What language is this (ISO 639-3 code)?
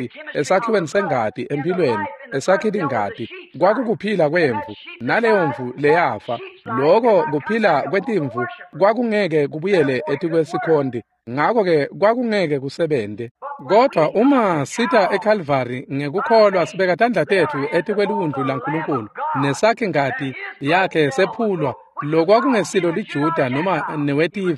ssw